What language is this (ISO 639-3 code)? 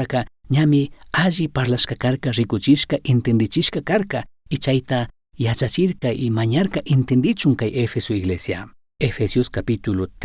qug